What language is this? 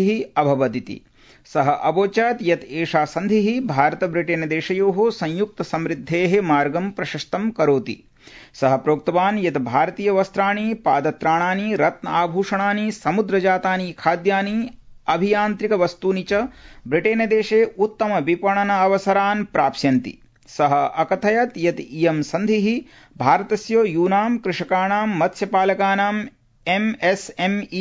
Sanskrit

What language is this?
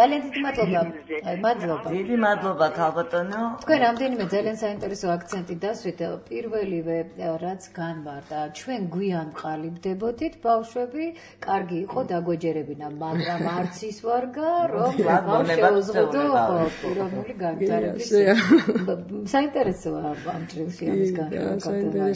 Georgian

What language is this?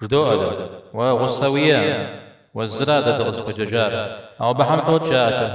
Kabardian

